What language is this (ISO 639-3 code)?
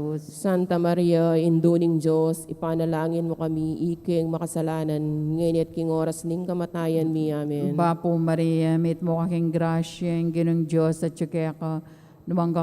pam